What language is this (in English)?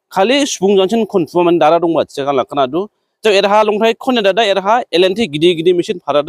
Dimasa